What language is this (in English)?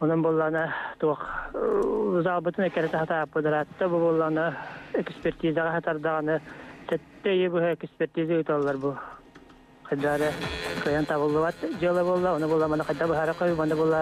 Yakut